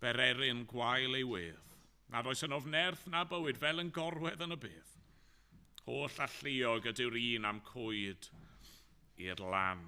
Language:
Welsh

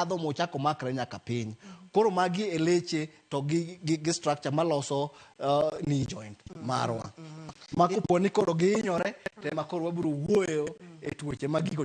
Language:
Luo (Kenya and Tanzania)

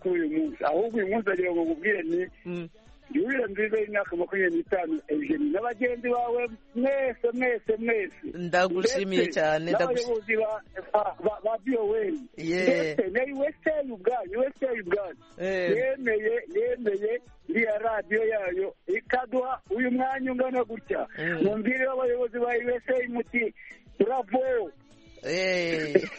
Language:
Kinyarwanda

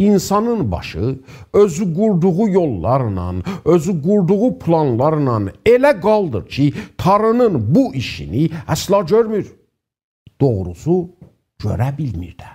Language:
South Azerbaijani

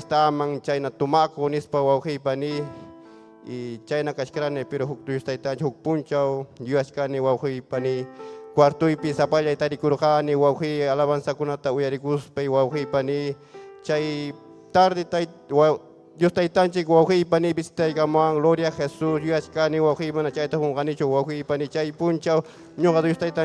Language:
Ayacucho Quechua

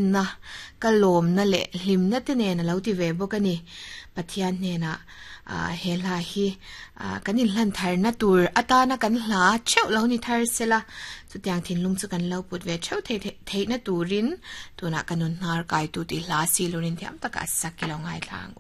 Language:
Mizo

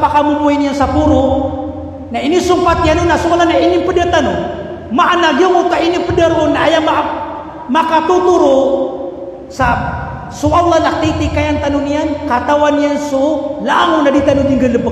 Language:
Maranao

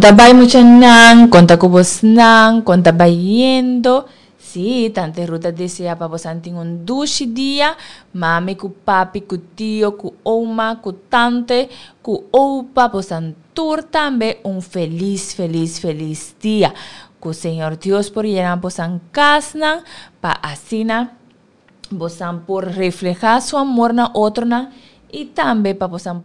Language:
Papiamento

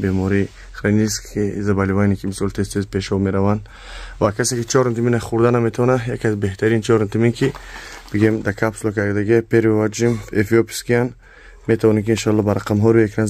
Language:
Tajik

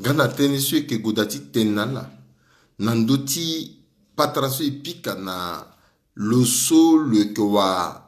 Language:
Sango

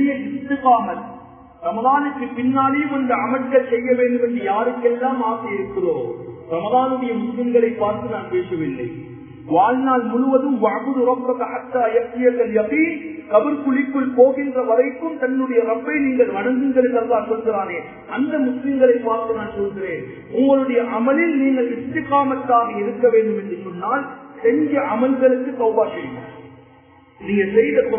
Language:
Tamil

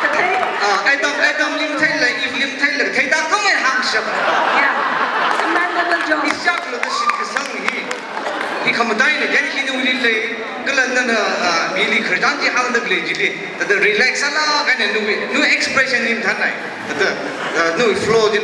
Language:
Tangkhul Naga (India)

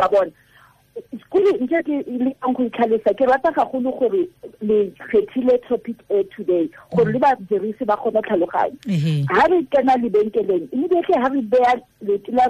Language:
Tswana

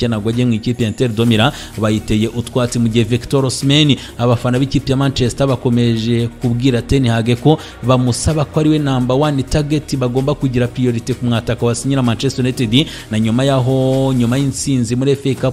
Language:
Kinyarwanda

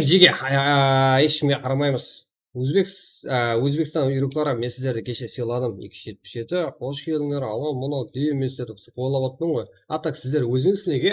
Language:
Kara-Kalpak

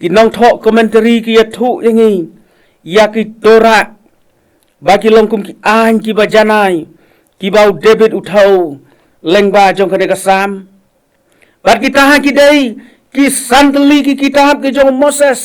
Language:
Khasi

